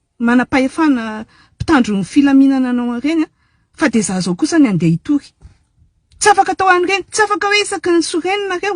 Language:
Malagasy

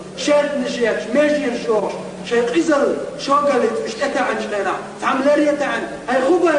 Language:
Chechen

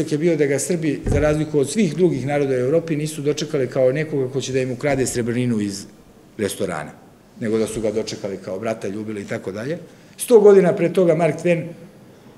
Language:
Serbian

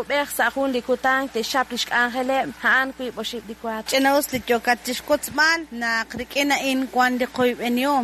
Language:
Kekchí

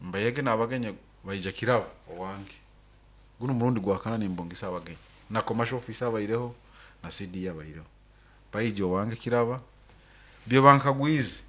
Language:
Nyoro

